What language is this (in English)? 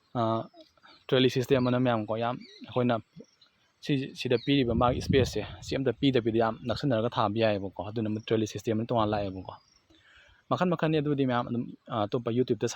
Manipuri